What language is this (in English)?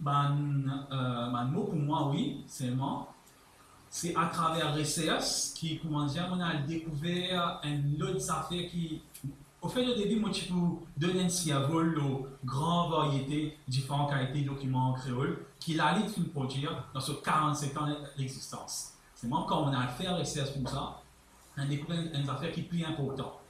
Morisyen